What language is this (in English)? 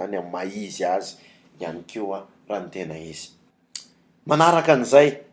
Malagasy